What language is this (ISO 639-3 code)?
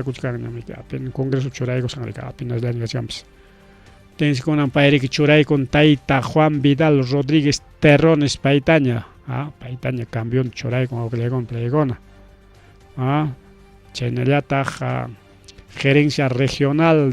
quy